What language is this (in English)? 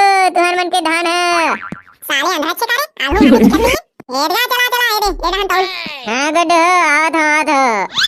Chhattisgarhi